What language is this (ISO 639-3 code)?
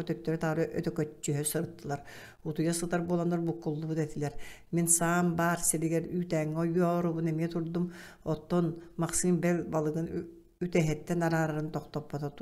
sah